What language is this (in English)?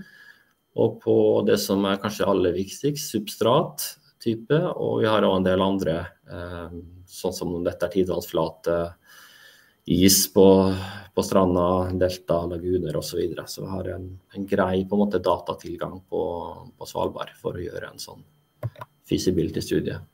Norwegian